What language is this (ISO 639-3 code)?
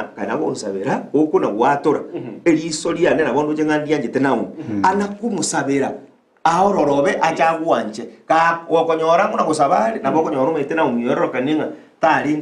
guz